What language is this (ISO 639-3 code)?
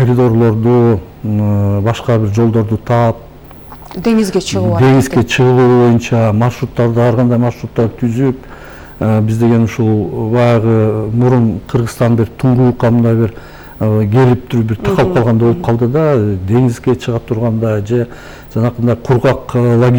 kir